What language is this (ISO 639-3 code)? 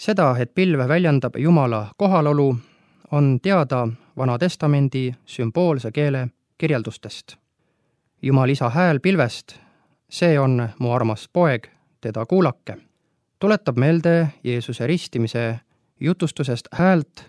est